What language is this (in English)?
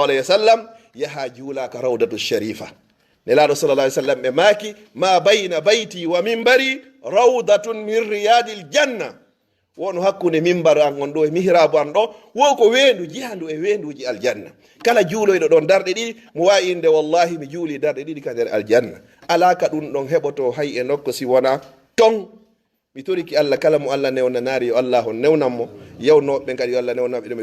Fula